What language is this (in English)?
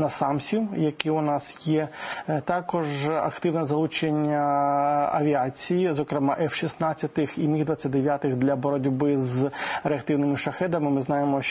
Ukrainian